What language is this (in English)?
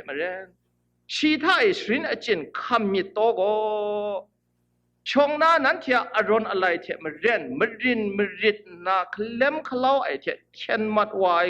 Kachin